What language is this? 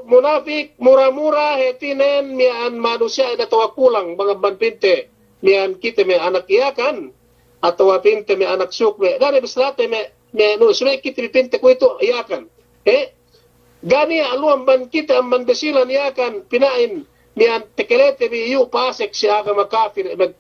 Yakan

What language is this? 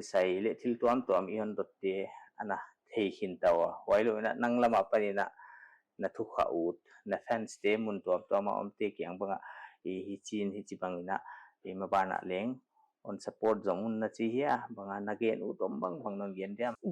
Paite Chin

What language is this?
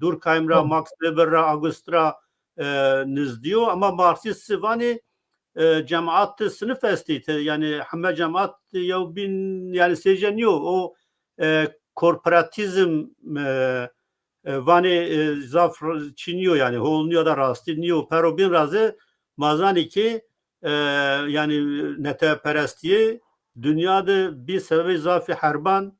Zaza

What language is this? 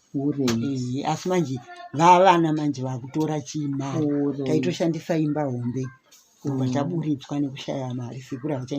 Shona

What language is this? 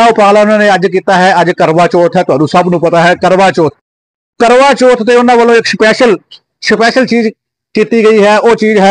Punjabi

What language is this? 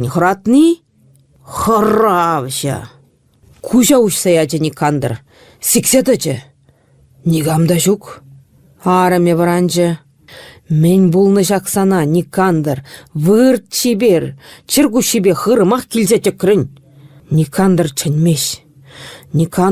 Chuvash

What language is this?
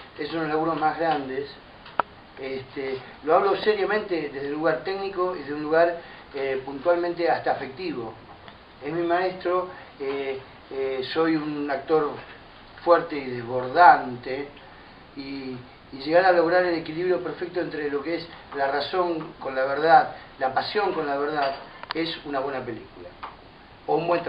Spanish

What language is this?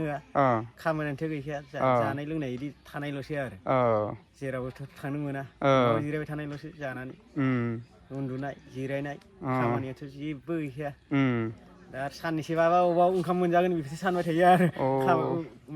Bodo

